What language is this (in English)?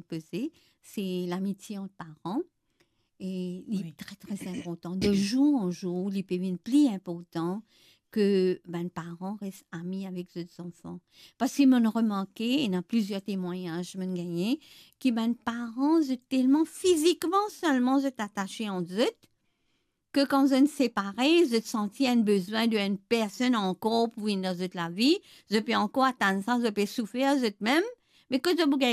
Morisyen